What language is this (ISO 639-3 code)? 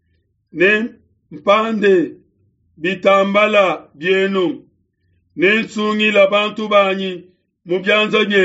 lua